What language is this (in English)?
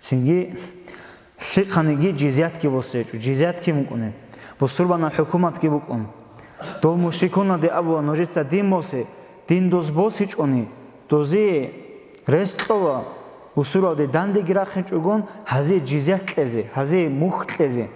Avaric